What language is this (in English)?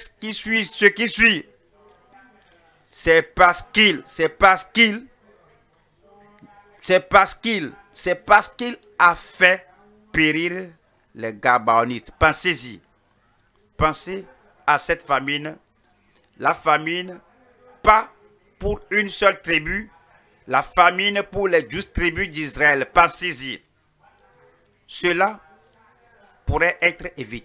French